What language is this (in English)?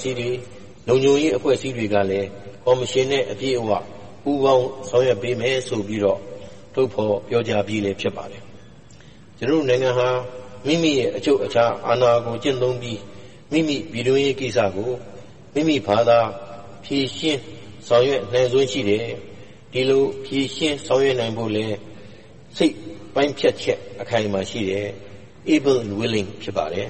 Burmese